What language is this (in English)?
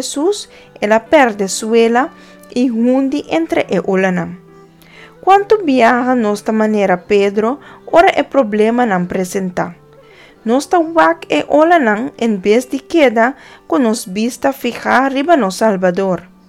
Papiamento